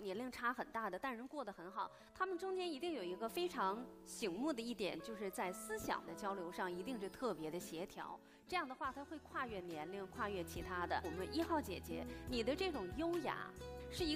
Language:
Chinese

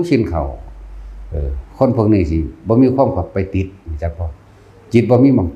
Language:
Lao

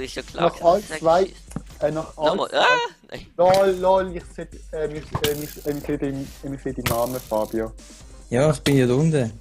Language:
Swiss German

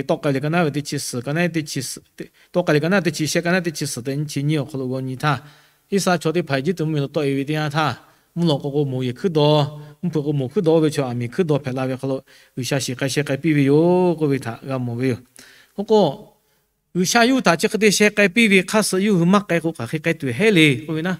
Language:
Lahu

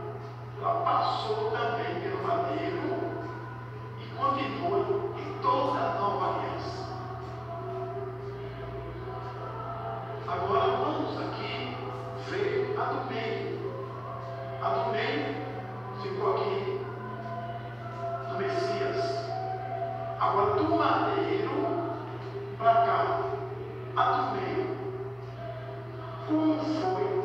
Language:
Portuguese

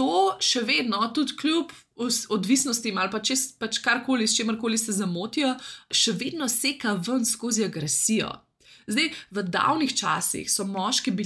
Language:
Slovenian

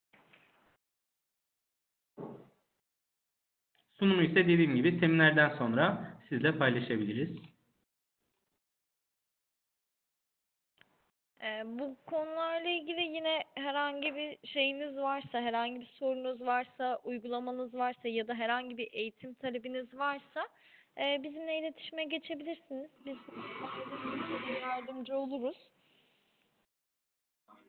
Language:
Turkish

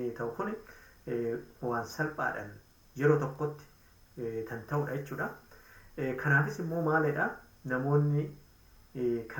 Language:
Oromo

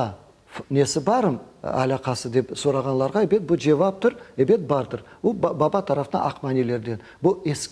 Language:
Crimean Tatar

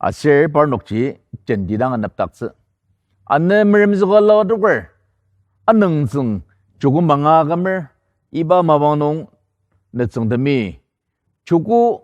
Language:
Ao Naga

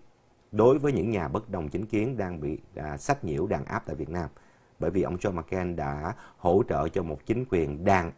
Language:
Vietnamese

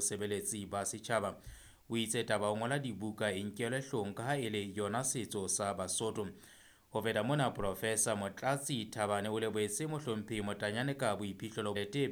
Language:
Southern Sotho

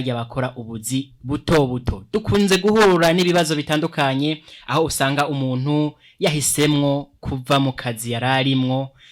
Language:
Rundi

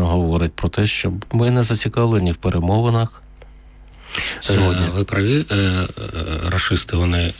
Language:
Ukrainian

